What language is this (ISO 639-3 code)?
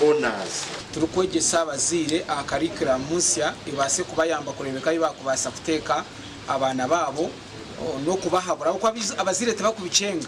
nyn